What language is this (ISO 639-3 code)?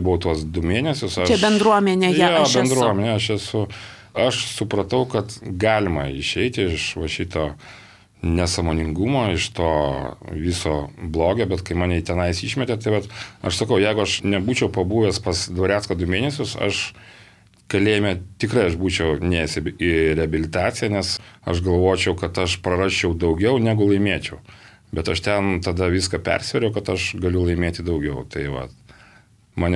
lit